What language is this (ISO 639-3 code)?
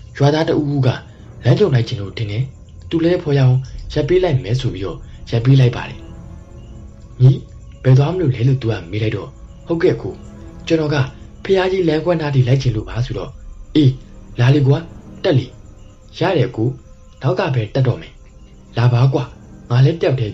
mya